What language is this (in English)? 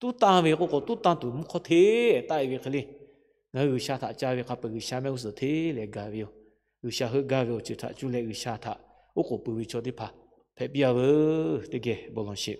Lahu